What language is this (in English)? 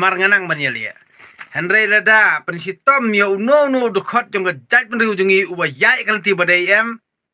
Khasi